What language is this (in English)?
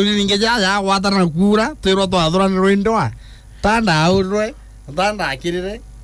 Meru